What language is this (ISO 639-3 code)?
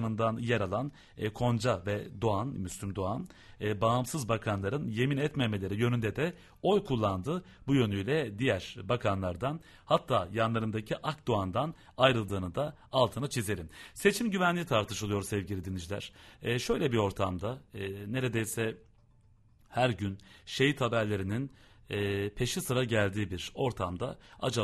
tur